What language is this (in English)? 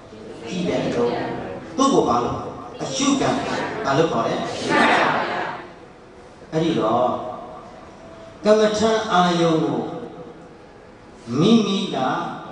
Burmese